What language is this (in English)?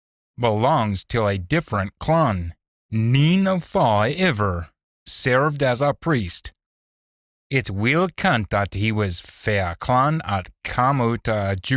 Scots